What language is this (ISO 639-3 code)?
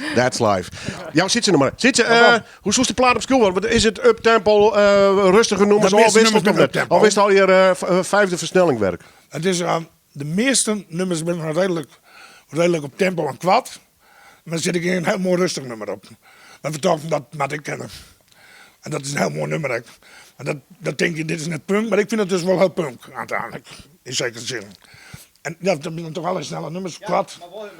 fry